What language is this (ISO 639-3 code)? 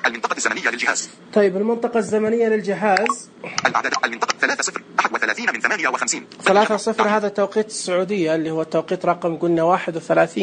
ars